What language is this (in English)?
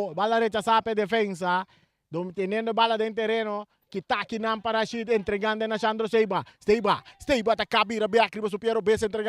Papiamento